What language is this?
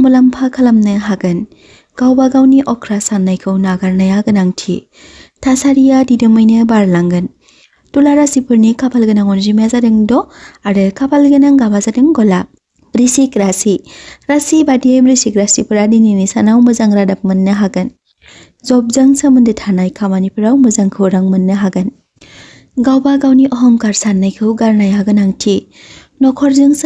Bodo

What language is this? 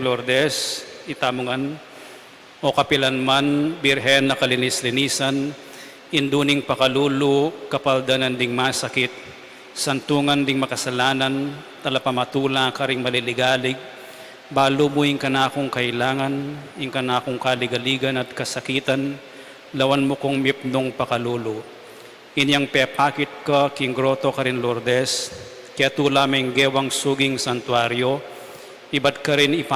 Pampanga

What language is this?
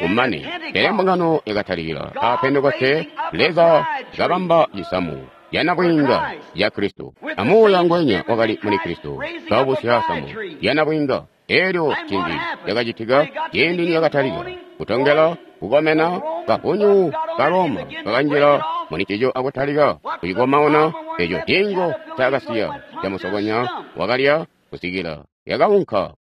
Tonga (Zambia)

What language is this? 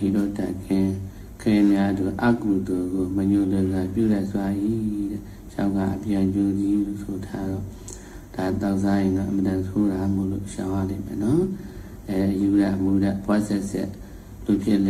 Burmese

